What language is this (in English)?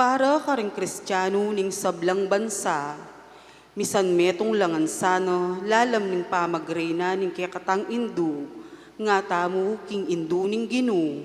Pampanga